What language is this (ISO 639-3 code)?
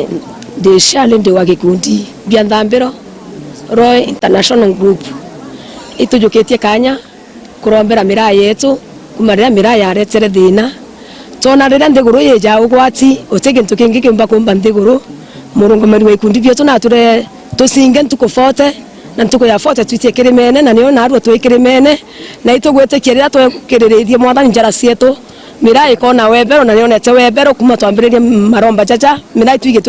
mer